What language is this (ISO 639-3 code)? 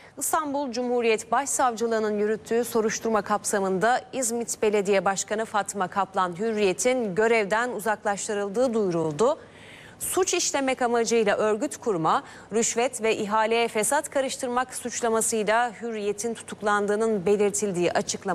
tur